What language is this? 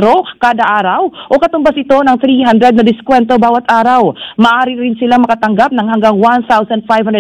Filipino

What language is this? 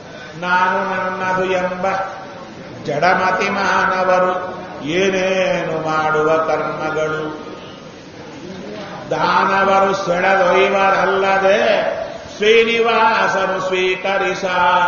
Kannada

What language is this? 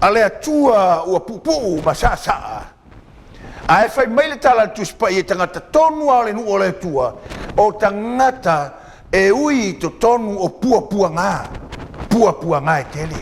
Samoan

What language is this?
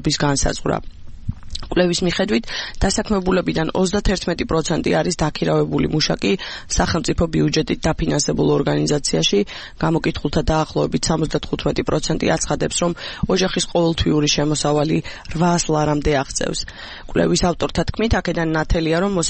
Georgian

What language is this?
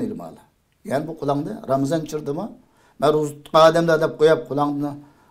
Uyghur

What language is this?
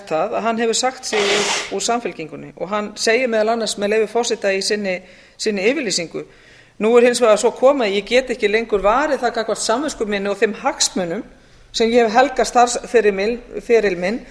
Icelandic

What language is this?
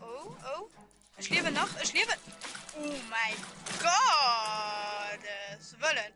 Luxembourgish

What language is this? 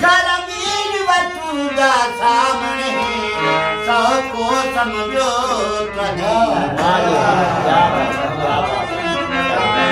Saraiki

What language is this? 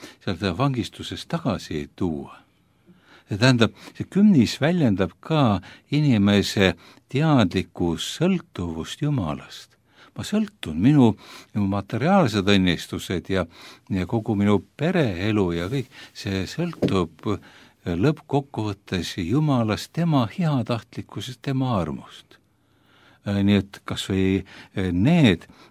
Estonian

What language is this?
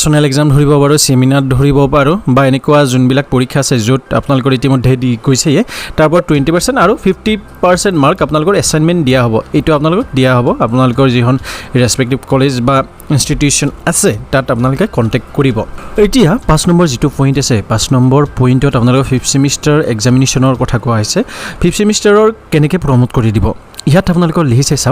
Assamese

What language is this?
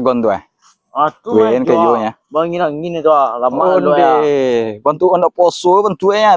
Minangkabau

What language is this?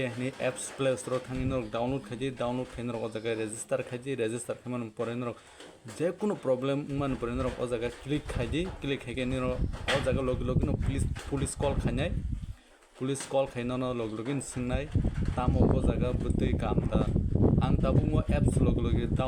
Kok Borok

